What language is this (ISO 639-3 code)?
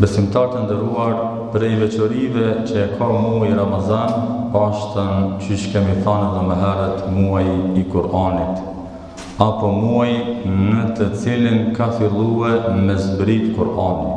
sqi